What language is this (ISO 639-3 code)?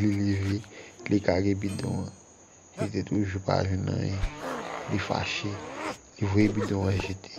hat